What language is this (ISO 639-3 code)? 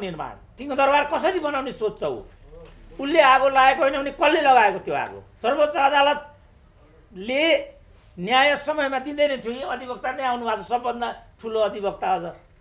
nep